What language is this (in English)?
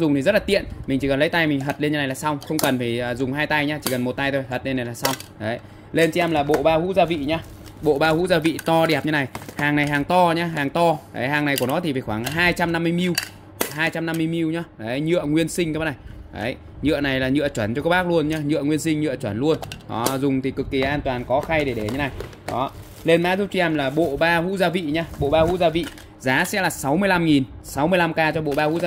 Vietnamese